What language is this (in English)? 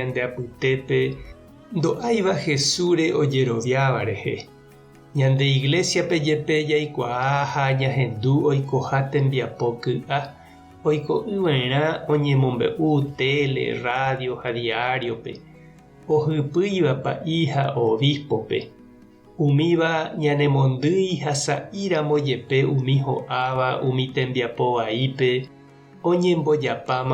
Guarani